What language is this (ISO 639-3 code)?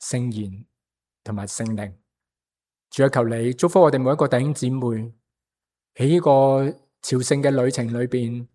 yue